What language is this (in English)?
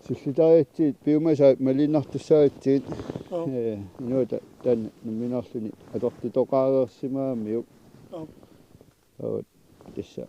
Kalaallisut